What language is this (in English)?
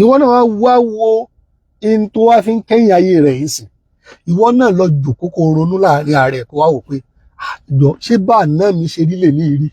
Yoruba